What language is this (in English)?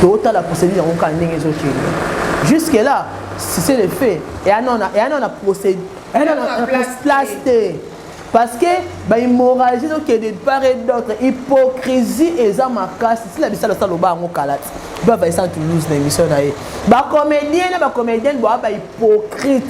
Lingala